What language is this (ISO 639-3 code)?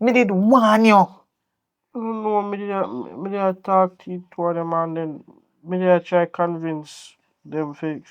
jam